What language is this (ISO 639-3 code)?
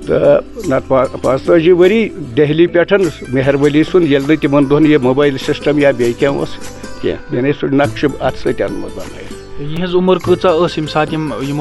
kas